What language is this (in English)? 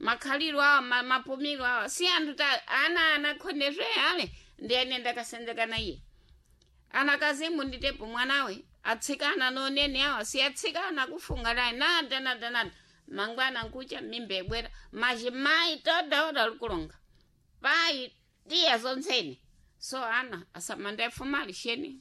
Sena